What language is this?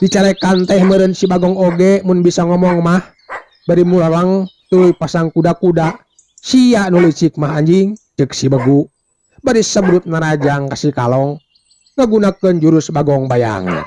Sundanese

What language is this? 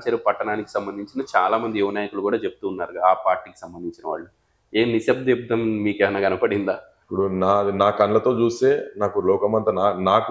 Telugu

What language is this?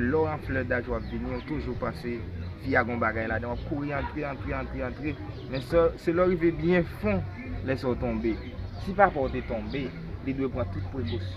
Haitian Creole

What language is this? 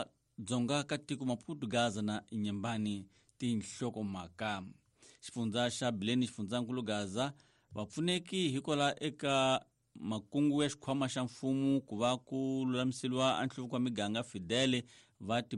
Tsonga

